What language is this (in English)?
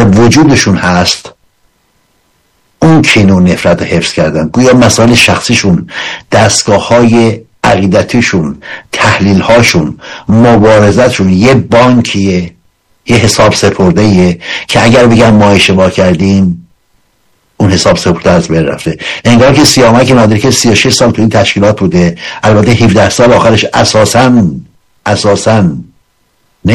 Persian